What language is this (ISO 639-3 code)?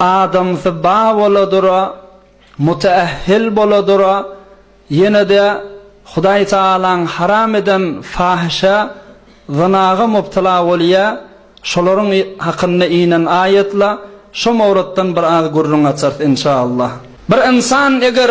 tuk